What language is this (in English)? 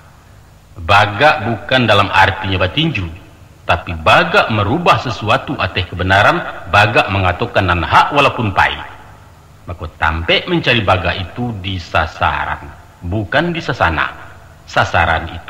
Minangkabau